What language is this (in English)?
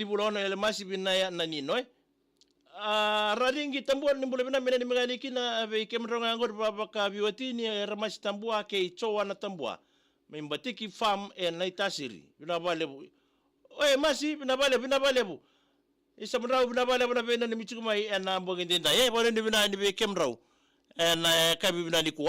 Fijian